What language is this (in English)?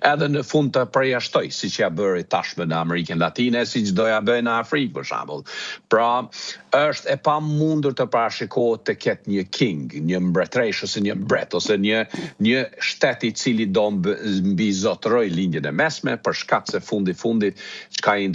Albanian